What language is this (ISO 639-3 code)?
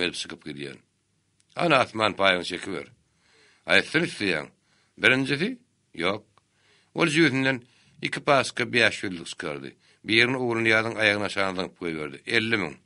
tuk